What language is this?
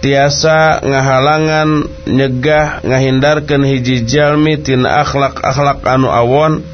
Sundanese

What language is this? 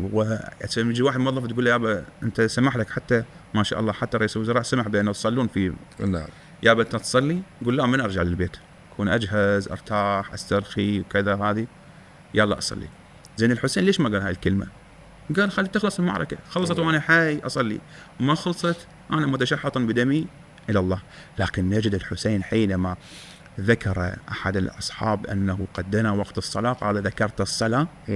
Mesopotamian Arabic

